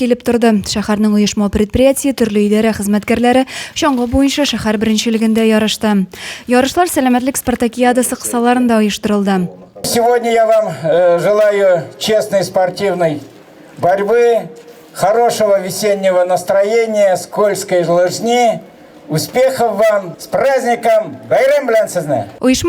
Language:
Tatar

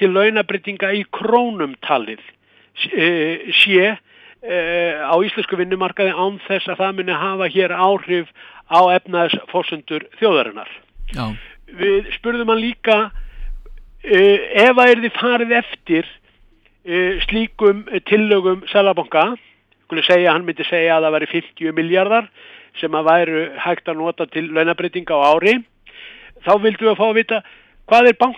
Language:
Icelandic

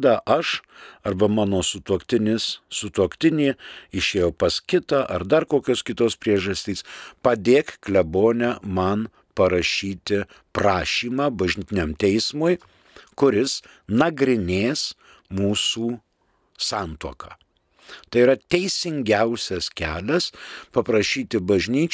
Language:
Lithuanian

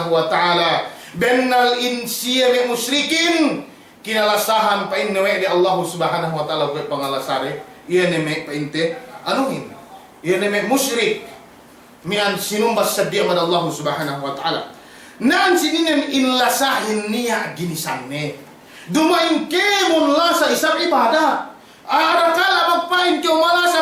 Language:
Yakan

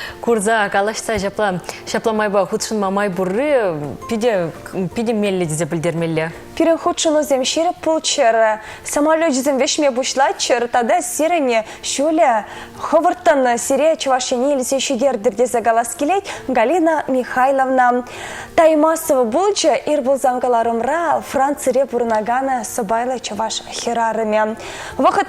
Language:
Chuvash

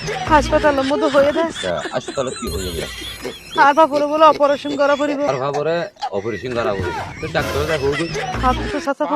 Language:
Rohingya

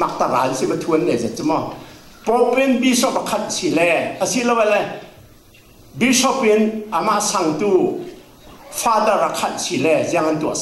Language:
Falam Chin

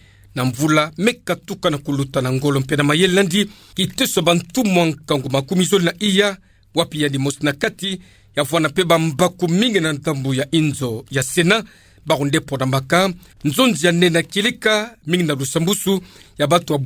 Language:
Kituba (Democratic Republic of Congo)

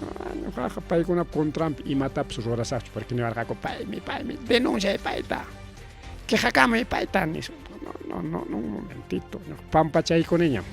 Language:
Ayacucho Quechua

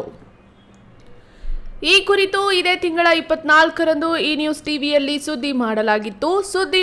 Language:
Kannada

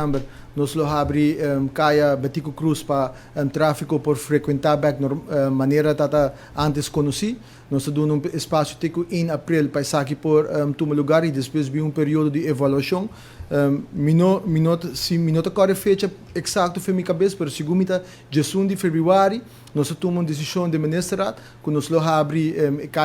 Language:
Papiamento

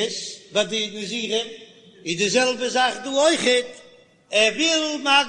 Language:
Yiddish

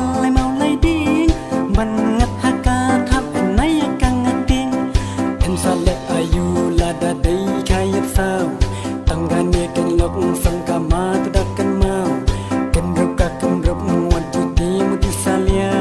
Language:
Khasi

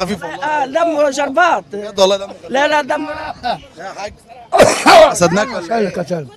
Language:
Egyptian Arabic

